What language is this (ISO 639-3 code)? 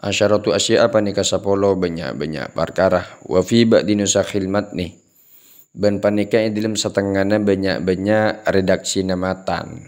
mad